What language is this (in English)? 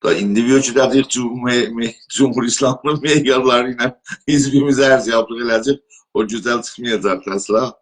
South Azerbaijani